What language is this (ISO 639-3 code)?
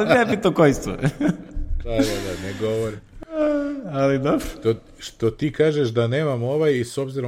srp